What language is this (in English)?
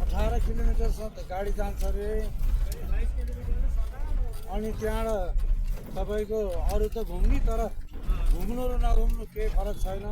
Nepali